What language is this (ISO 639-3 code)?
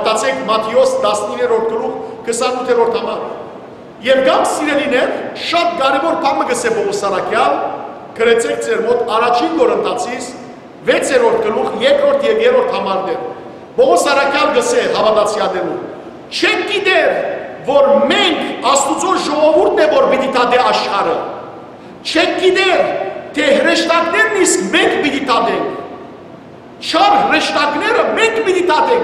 hyw